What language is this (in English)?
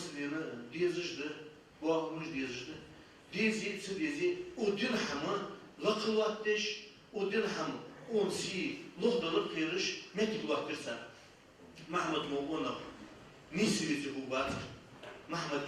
Ingush